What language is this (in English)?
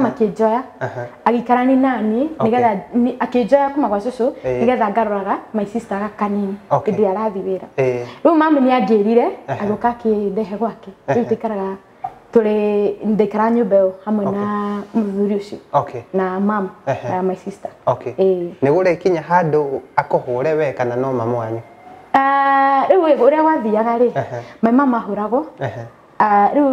Kikuyu